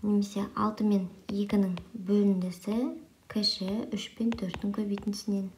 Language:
Kazakh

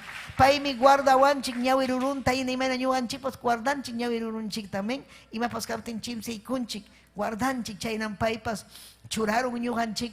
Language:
Ayacucho Quechua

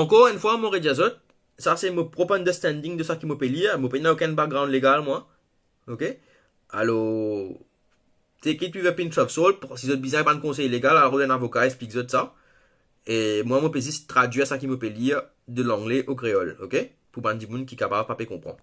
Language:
Morisyen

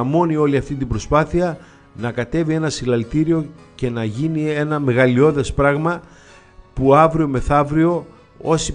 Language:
Greek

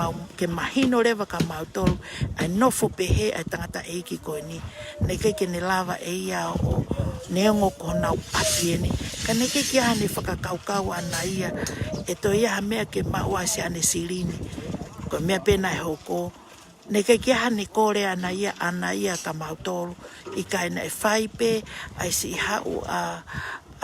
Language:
Tongan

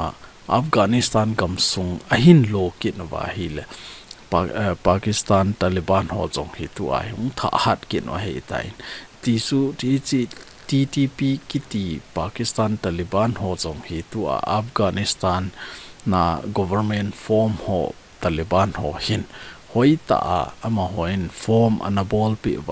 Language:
Thado Chin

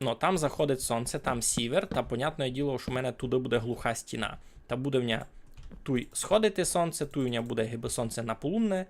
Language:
Rusyn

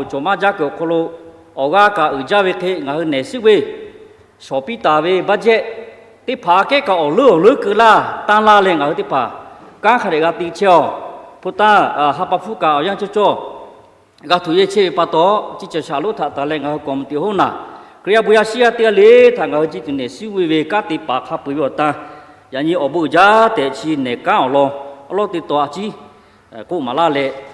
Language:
Lahu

